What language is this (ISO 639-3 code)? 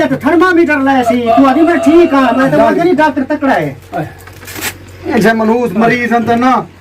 skr